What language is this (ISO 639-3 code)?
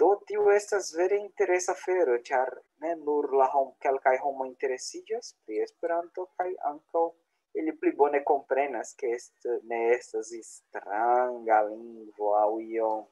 epo